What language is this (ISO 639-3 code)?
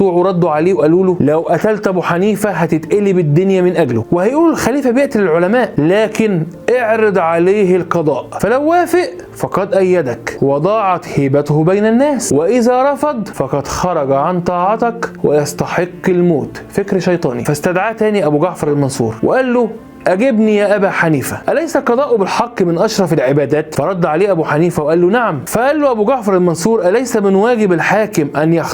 arz